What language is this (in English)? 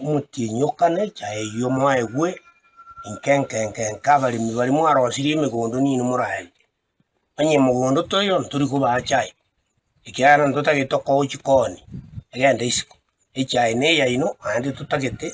Gusii